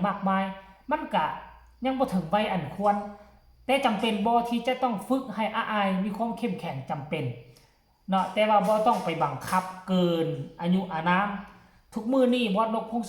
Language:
Northeastern Thai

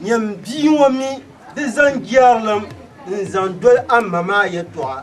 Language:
Dagbani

